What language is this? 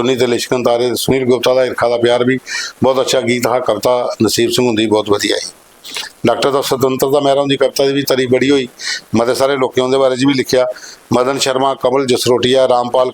Dogri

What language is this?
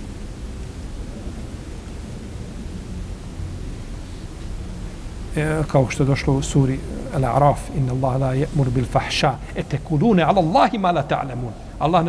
Bosnian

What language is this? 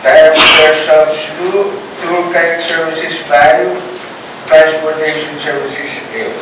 Pohnpeian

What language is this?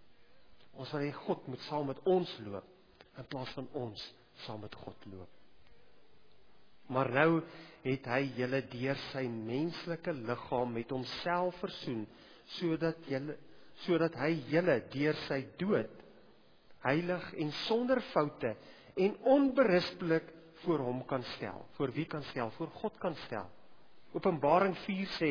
Afrikaans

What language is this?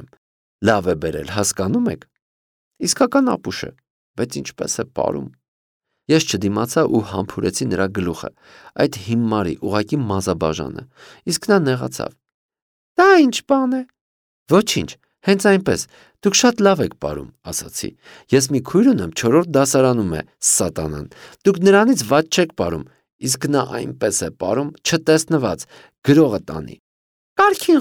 Armenian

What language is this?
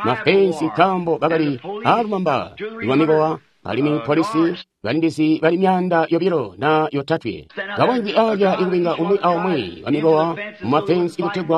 Tonga (Zambia)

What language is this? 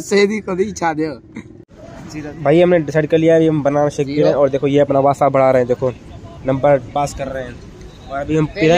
Hindi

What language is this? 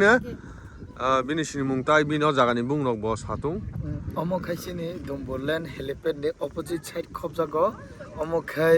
Kok Borok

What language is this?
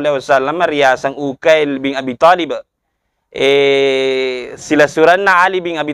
Buginese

